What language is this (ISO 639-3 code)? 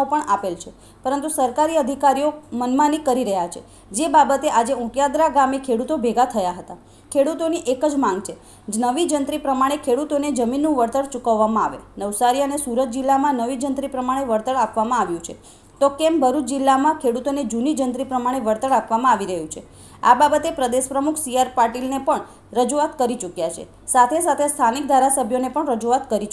guj